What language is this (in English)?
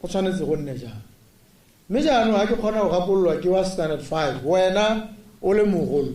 Tswana